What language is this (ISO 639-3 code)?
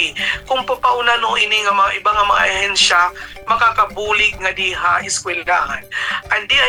war